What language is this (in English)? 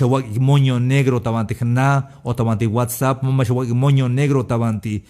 Tzeltal